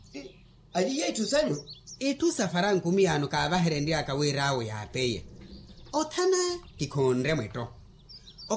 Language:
Makhuwa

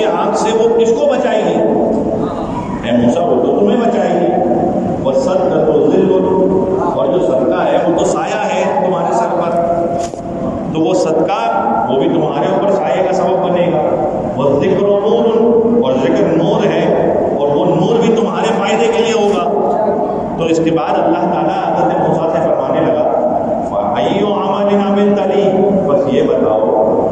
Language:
Urdu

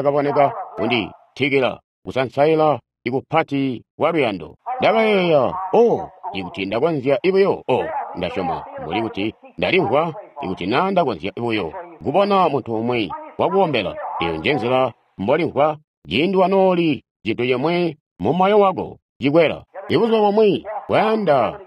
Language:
Tonga (Zambia)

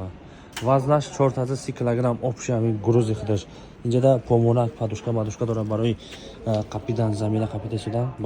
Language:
Tajik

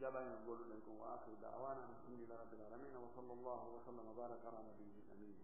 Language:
Fula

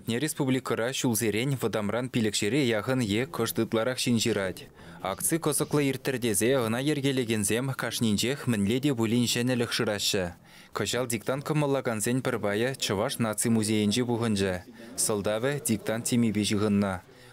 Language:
Chuvash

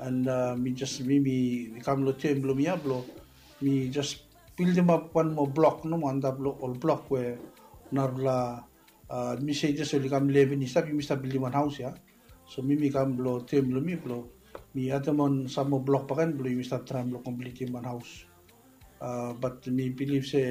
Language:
Bislama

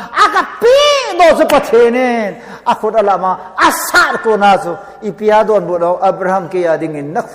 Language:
Thado Chin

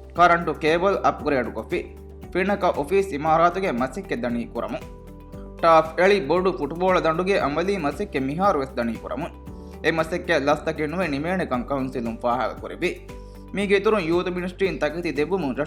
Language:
Divehi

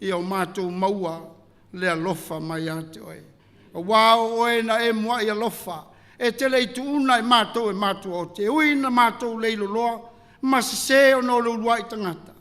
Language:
Samoan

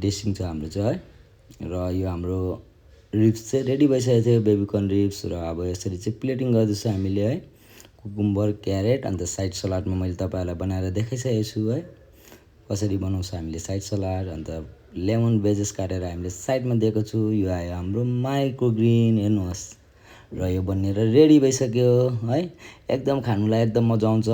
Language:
Nepali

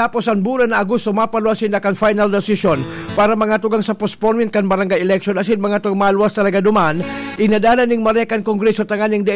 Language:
Bikol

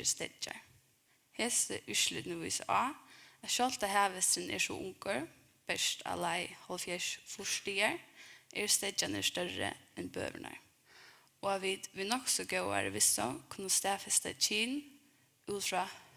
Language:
Faroese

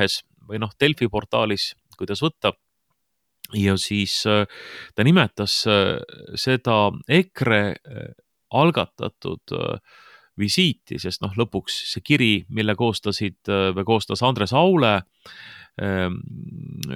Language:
Estonian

